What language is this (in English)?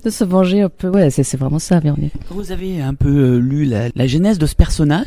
French